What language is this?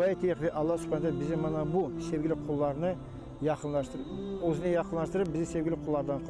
Crimean Tatar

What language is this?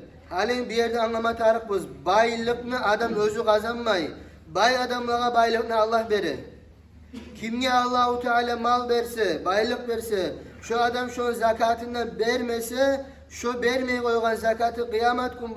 Kumyk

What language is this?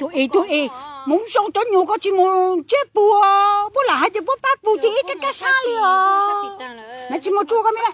Hmong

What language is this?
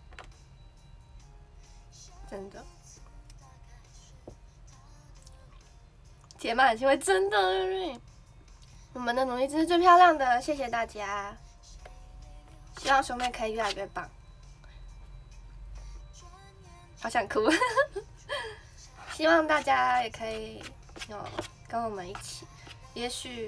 Chinese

